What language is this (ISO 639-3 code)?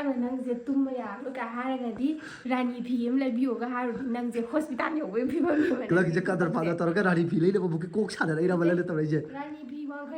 mni